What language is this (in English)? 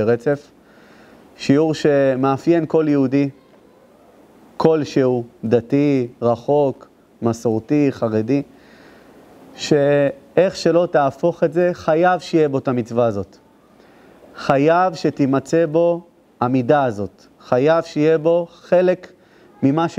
Hebrew